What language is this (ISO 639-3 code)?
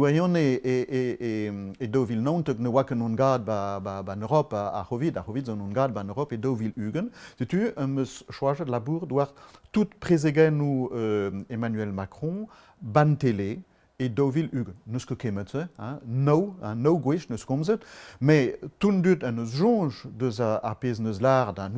bre